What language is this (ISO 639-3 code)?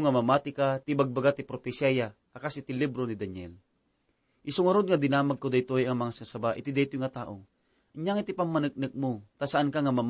ilo